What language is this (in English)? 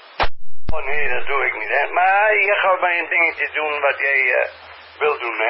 Dutch